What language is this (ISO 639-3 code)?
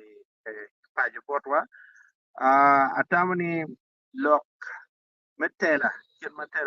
ach